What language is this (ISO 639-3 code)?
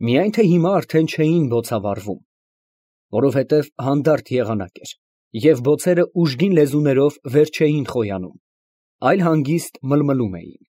hye